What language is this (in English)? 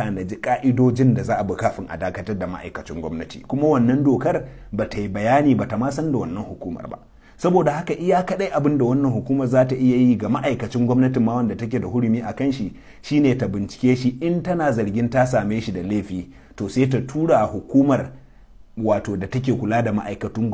Hausa